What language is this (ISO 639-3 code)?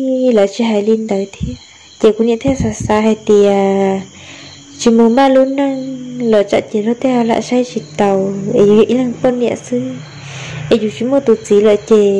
hmn